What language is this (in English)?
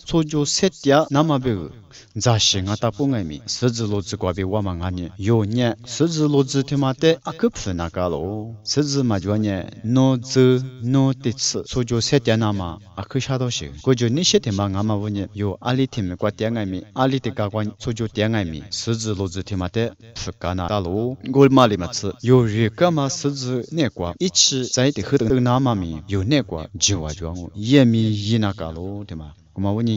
Lisu